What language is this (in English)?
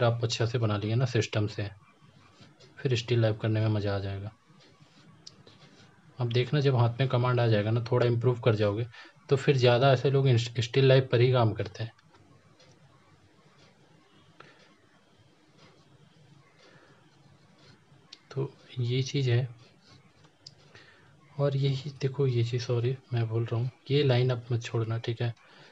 Hindi